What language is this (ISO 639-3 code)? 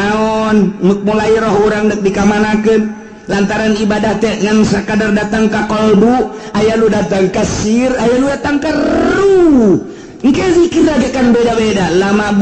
sun